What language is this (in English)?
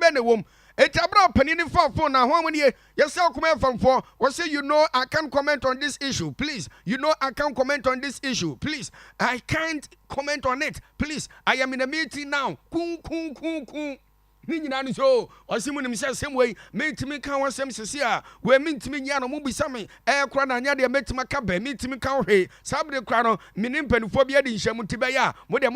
Akan